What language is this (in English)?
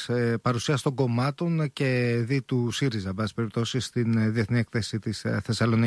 Greek